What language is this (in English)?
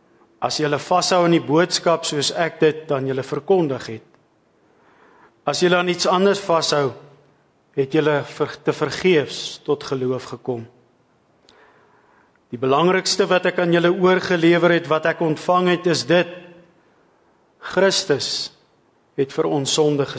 Afrikaans